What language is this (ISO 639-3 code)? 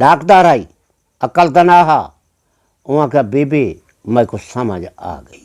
skr